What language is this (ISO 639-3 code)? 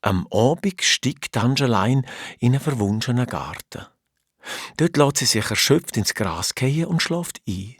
gsw